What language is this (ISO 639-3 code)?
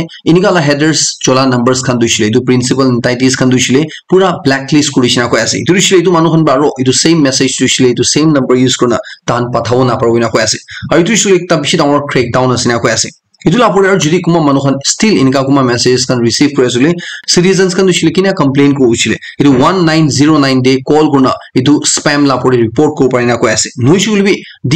nag